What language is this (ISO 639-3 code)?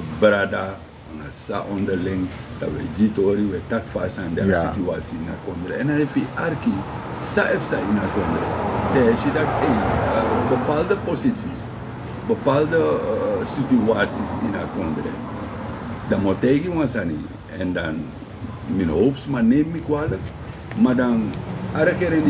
srn